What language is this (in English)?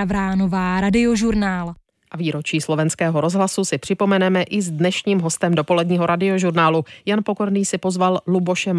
Czech